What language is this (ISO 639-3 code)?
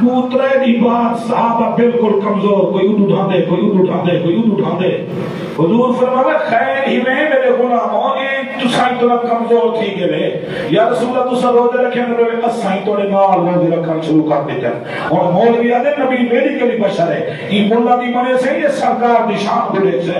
skr